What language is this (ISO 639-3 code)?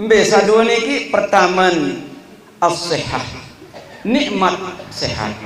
sas